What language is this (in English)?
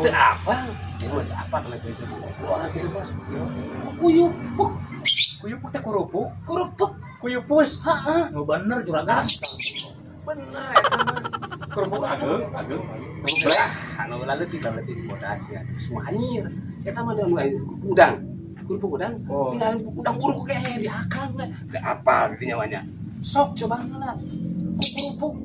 Sundanese